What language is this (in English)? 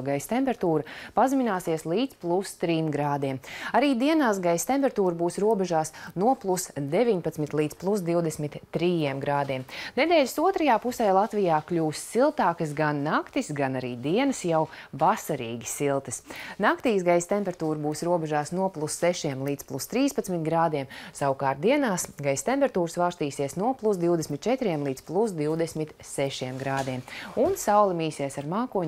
Latvian